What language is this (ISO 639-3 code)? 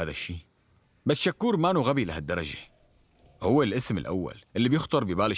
apc